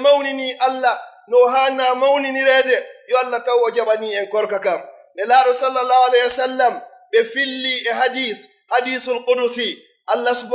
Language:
Pular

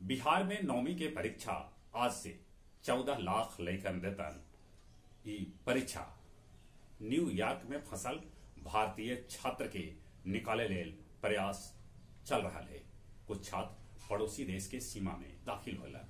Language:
Magahi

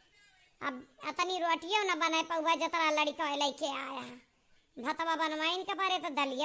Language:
Awadhi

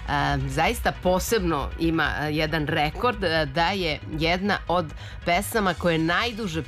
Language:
Serbian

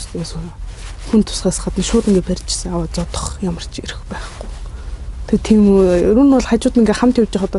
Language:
Mongolian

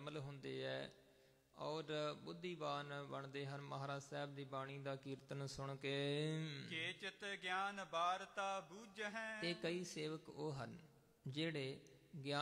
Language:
Punjabi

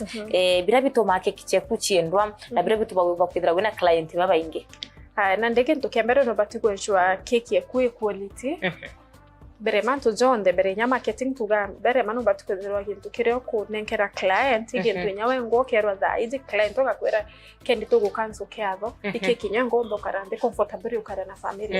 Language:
Meru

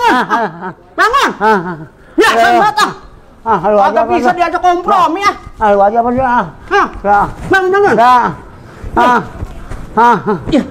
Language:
Betawi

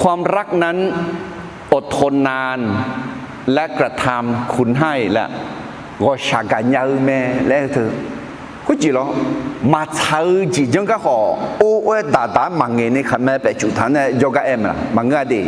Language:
Akha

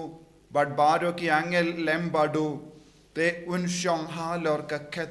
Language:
Khasi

